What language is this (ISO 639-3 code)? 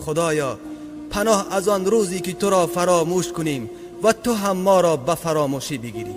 tgk